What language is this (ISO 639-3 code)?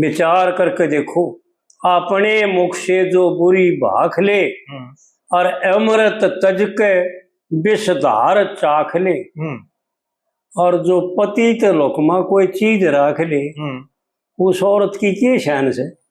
bgc